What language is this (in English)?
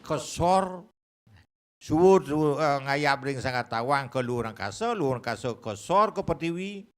Balinese